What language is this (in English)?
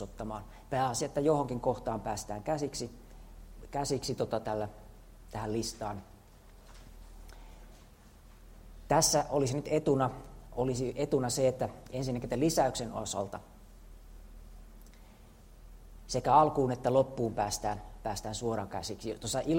Finnish